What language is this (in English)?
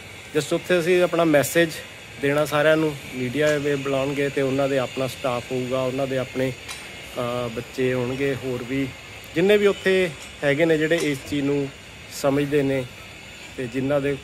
Punjabi